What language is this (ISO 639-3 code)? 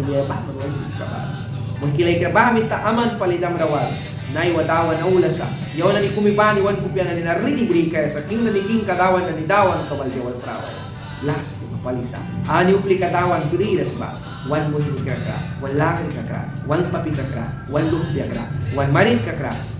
miq